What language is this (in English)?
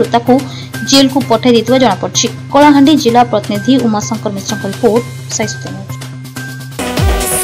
Odia